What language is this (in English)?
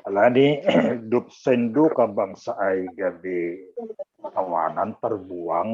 Batak Simalungun